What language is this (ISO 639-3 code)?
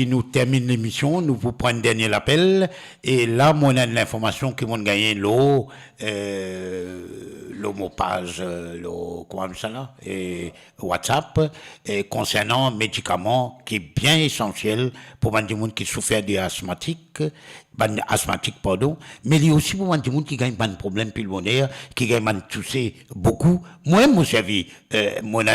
mfe